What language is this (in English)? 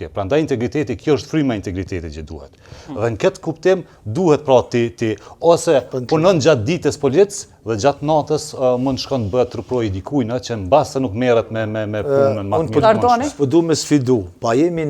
Albanian